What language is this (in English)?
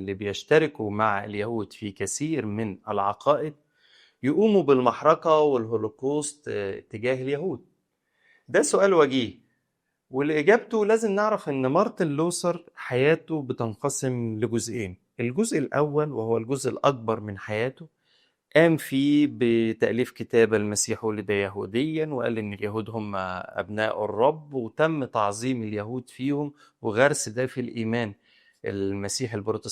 Egyptian Arabic